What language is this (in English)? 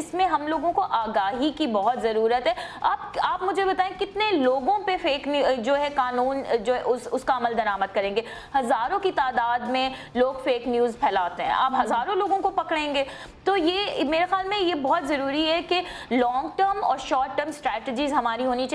Urdu